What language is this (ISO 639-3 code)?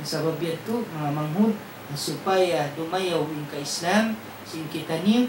tsg